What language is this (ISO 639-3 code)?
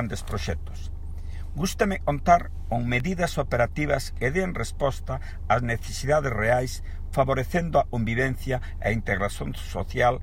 glg